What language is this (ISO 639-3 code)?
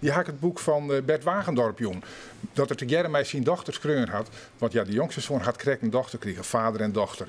fry